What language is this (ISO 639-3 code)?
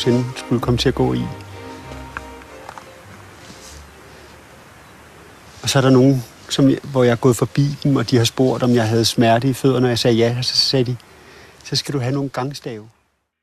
dan